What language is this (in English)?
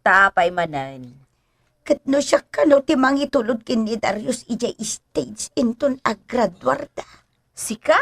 Iloko